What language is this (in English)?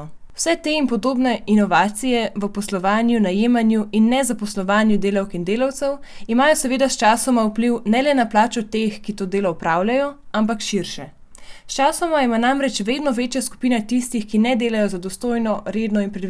Slovenian